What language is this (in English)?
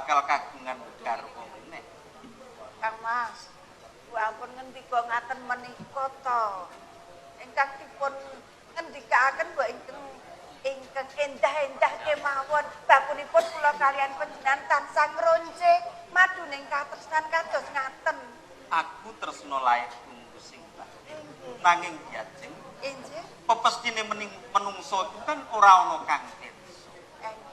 Javanese